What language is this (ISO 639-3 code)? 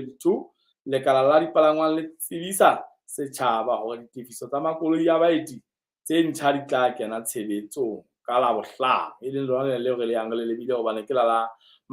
sot